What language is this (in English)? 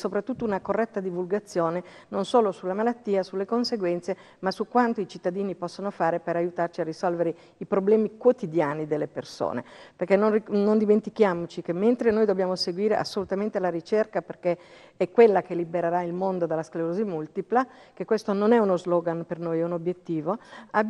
Italian